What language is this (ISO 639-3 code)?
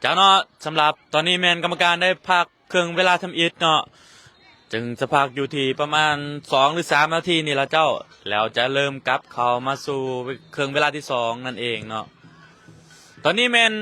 lao